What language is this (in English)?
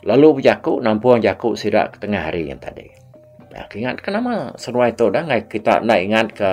Iban